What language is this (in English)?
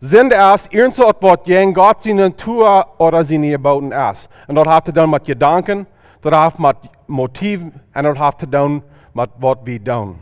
Plautdietsch